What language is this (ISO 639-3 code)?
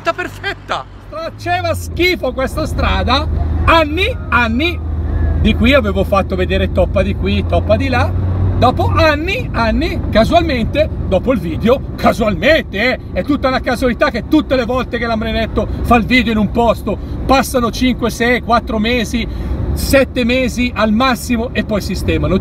ita